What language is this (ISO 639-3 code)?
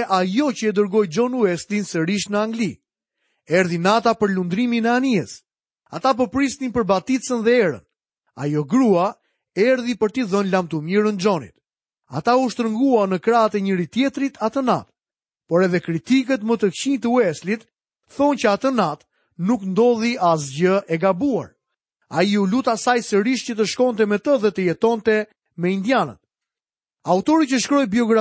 sqi